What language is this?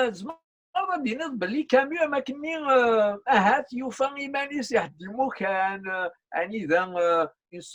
Kabyle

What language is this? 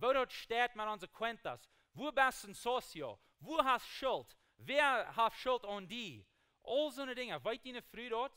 Plautdietsch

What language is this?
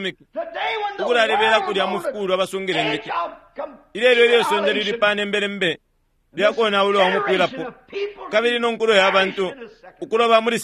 Bemba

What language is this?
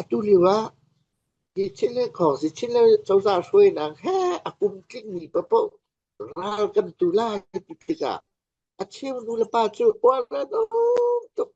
Falam Chin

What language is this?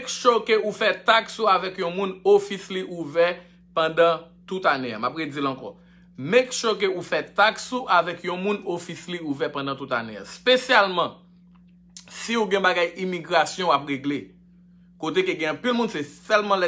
Haitian Creole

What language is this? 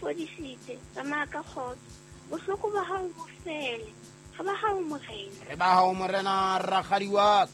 Southern Sotho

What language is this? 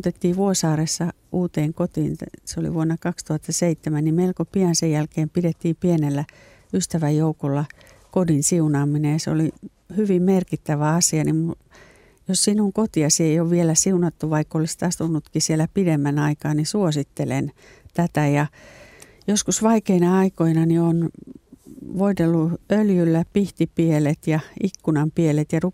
Finnish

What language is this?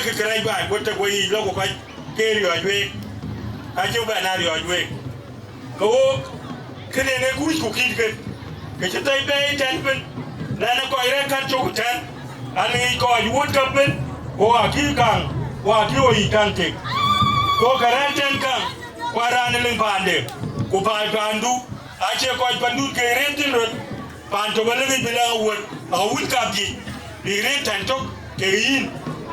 Dinka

